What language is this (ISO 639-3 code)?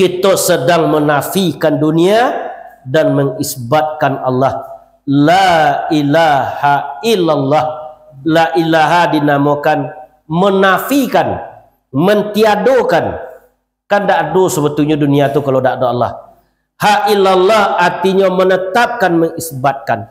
min